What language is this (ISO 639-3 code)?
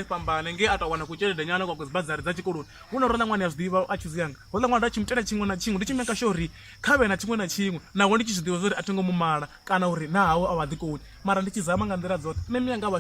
ven